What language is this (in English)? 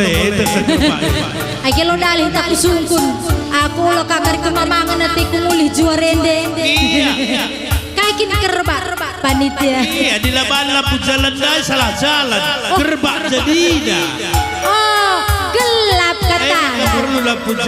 Batak Karo